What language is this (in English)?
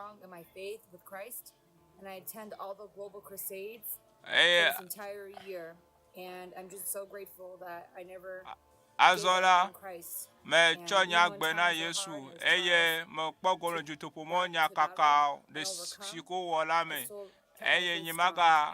Ewe